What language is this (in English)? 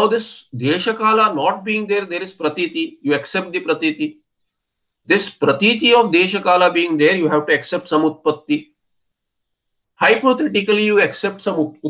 English